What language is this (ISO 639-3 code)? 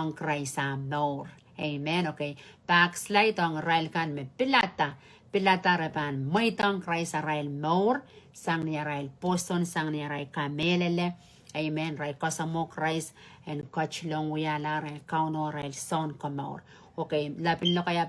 pon